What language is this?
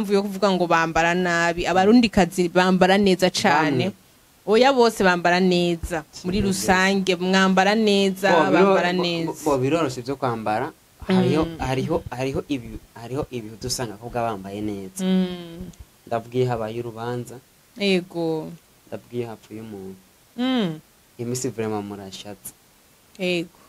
Rundi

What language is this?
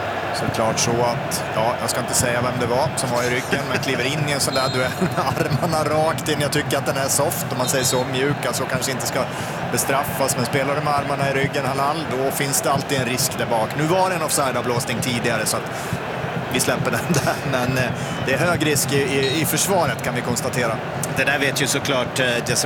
Swedish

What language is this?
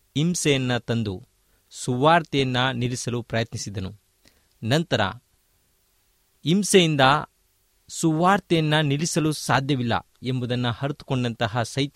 Kannada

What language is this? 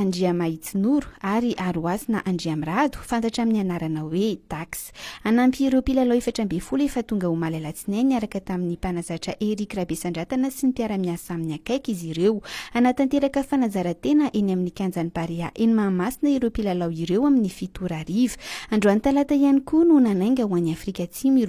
Malagasy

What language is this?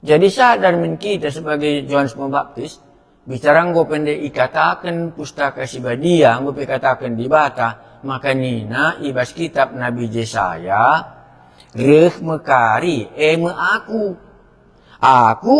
Batak Karo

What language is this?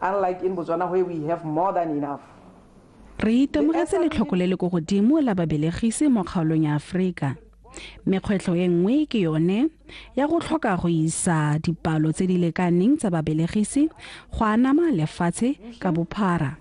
Tswana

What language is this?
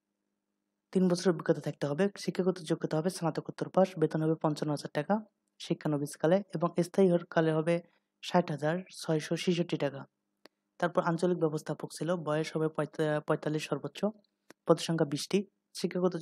Bangla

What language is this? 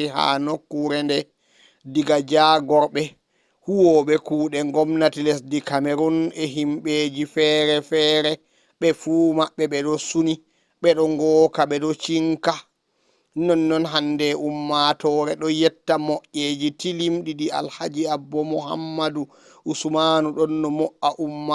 Fula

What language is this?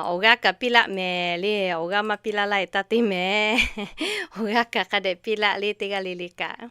Lahu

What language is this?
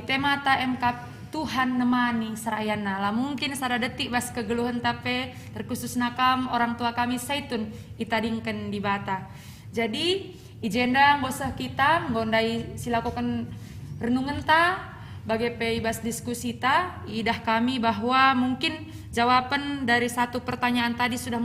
Batak Karo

